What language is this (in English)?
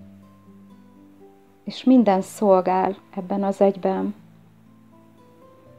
Hungarian